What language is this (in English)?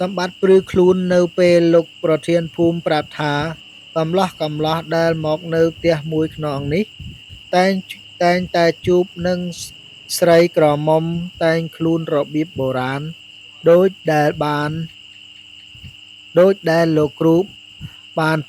Khmer